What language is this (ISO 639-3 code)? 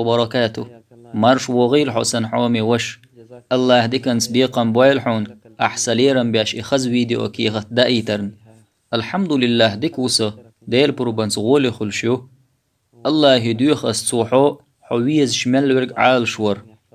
che